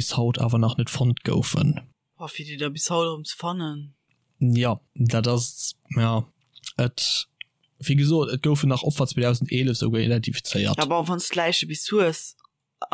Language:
Luxembourgish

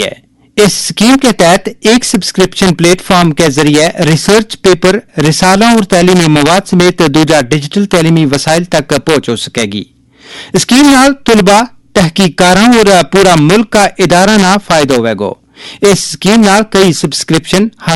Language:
Gujari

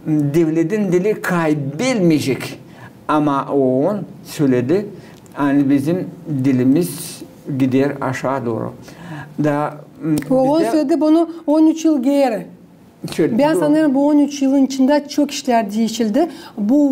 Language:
Gagauz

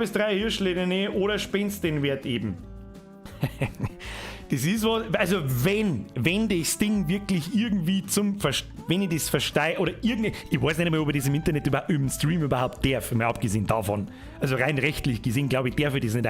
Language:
Bavarian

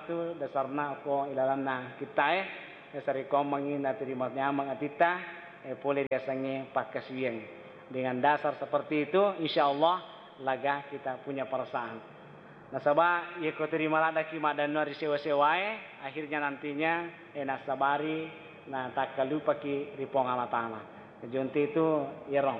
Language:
Buginese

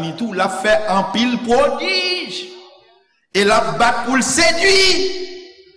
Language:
Haitian Creole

